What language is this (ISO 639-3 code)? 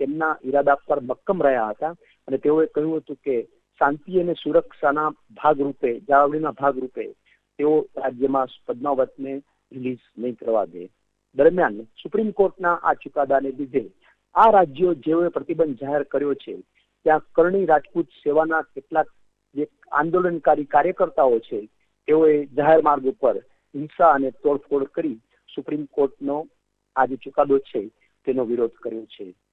guj